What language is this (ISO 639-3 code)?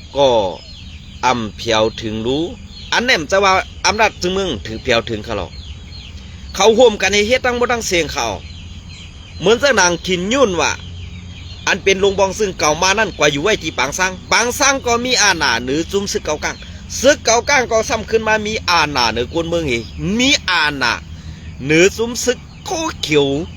shn